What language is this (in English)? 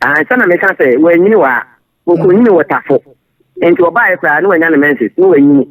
Akan